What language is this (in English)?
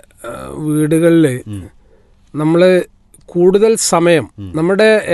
Malayalam